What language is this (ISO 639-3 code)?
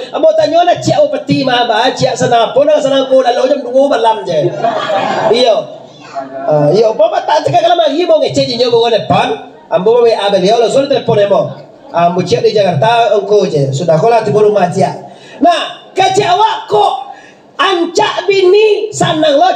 min